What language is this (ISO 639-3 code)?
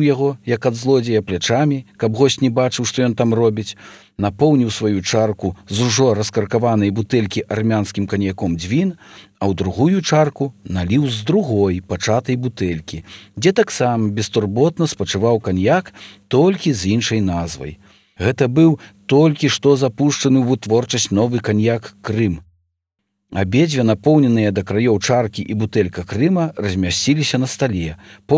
bel